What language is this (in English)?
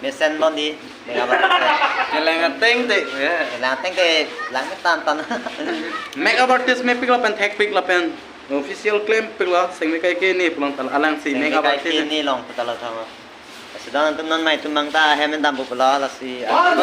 Karbi